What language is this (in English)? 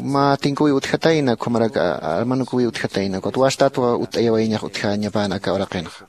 Aymara